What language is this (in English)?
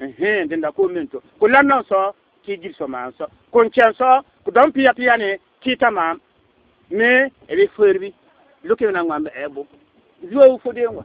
Bissa